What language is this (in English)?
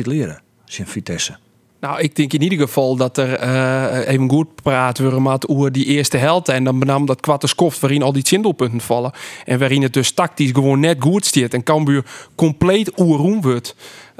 Western Frisian